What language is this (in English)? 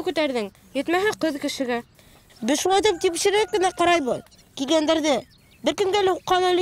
Bashkir